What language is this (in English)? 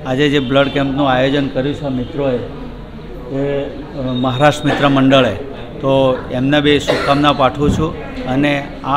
Gujarati